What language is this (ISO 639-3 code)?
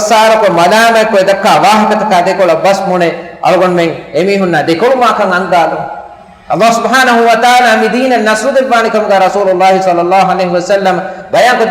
div